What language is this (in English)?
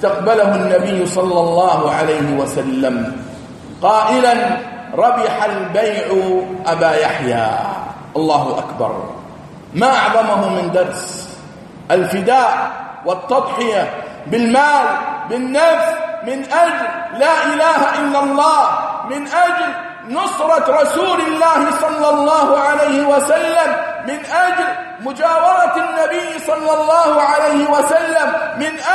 Arabic